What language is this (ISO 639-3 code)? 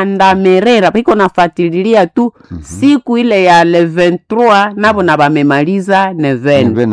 nnb